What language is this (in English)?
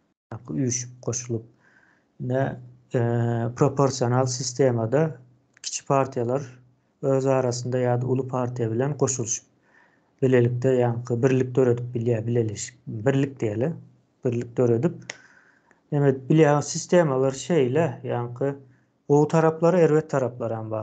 Turkmen